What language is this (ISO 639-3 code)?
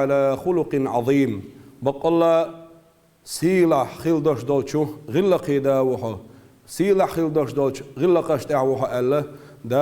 che